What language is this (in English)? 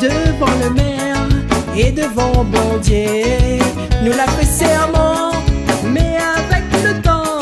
Réunion Creole French